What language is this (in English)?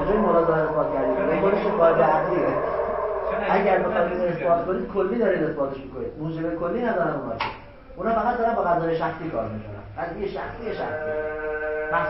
Persian